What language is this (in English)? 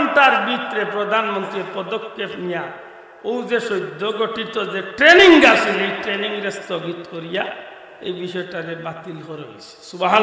Sylheti